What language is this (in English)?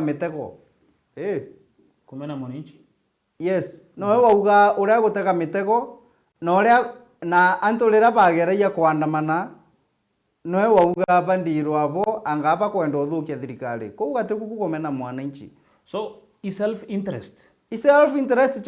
Meru